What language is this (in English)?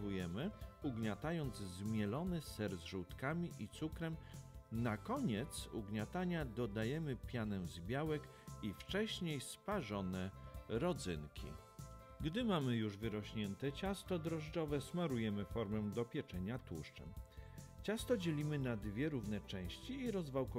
Polish